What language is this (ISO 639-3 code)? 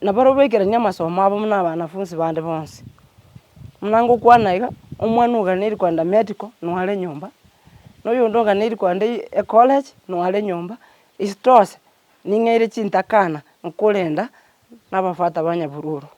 guz